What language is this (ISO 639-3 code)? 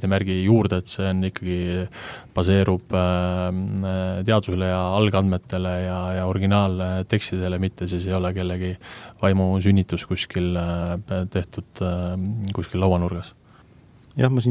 est